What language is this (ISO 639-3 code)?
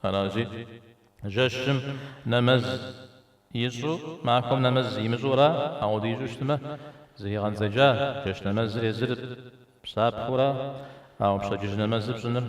kbd